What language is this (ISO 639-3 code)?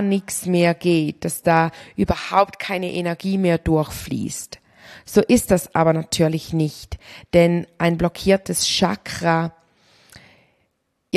deu